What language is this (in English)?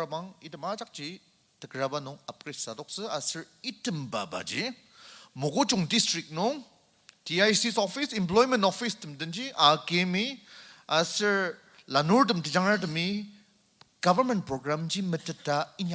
Ao Naga